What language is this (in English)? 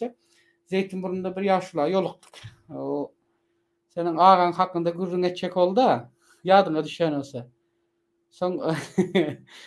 Turkmen